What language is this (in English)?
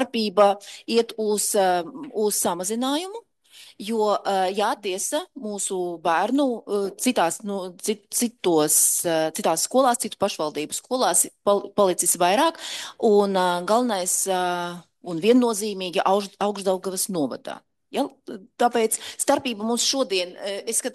Latvian